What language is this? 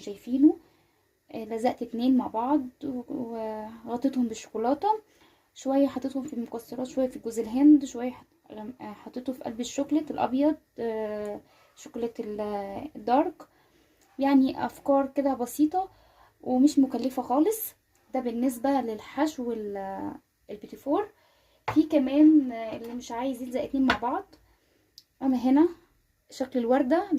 Egyptian Arabic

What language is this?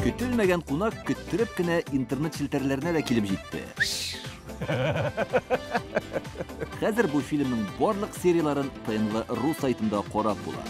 Tatar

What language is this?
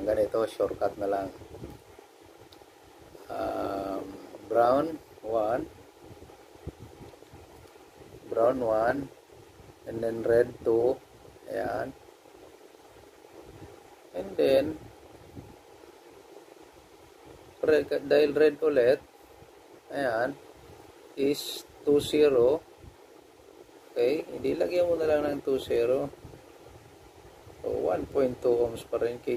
Filipino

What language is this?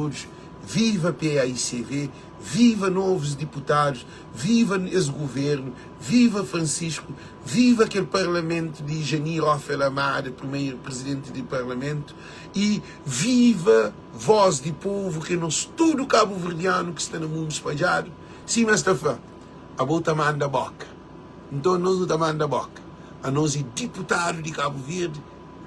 Kabuverdianu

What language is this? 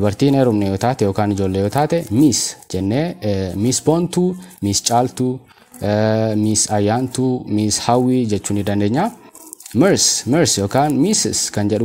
Oromo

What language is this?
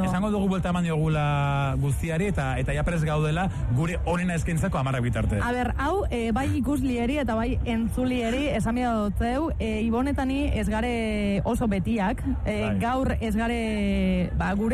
Basque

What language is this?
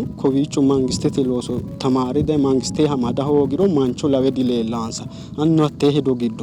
Sidamo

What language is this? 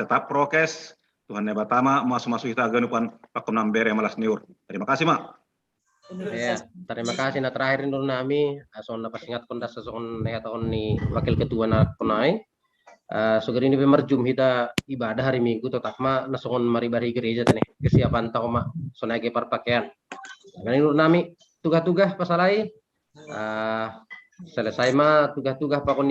Batak Simalungun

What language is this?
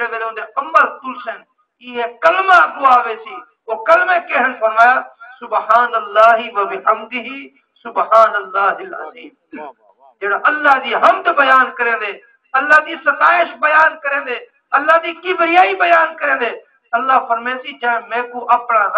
Saraiki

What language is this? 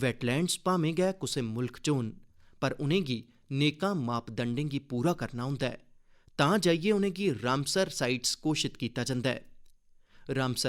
Dogri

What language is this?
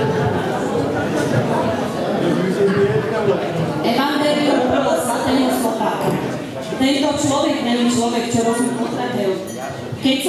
Slovak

